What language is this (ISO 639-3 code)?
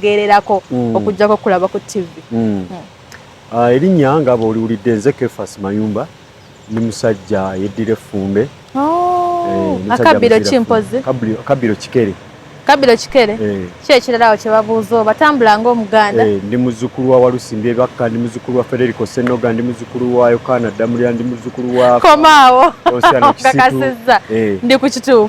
lug